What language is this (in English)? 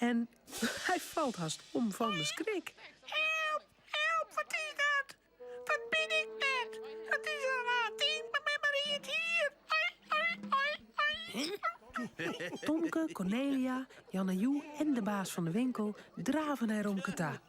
Western Frisian